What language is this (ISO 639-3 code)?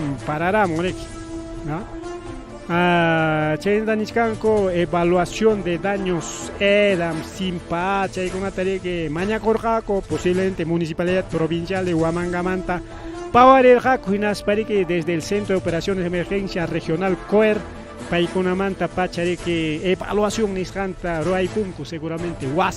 quy